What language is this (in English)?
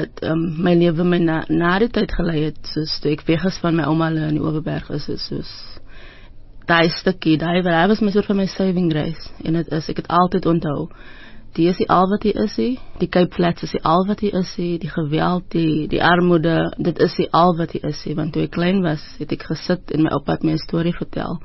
Afrikaans